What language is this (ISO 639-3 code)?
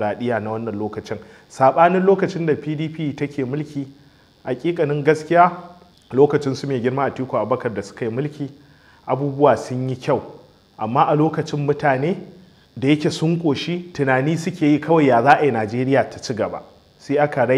hau